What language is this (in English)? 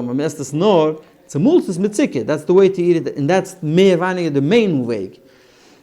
Yiddish